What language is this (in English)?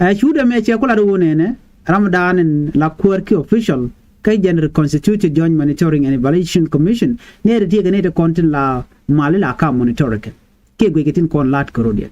Nuer